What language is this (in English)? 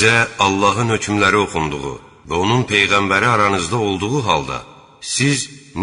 Azerbaijani